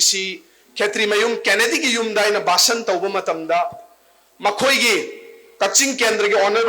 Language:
Manipuri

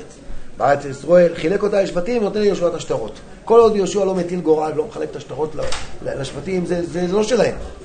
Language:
Hebrew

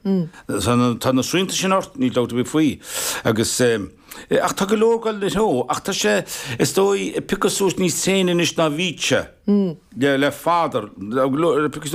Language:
Irish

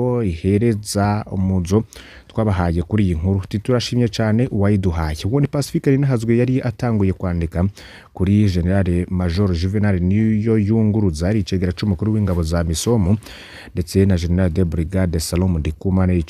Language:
Rundi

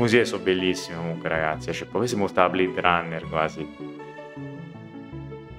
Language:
Italian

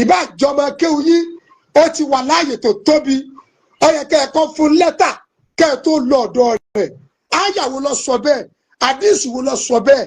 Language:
Yoruba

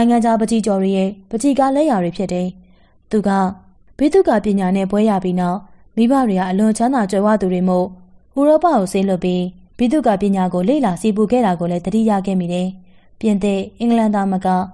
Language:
Burmese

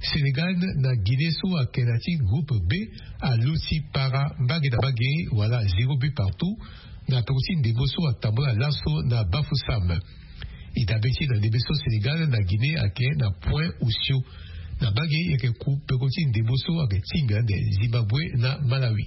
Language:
Sango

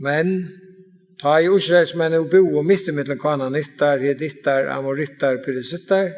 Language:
Faroese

